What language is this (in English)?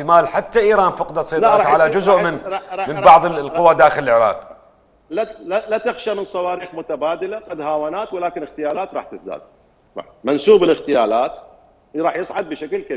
Mesopotamian Arabic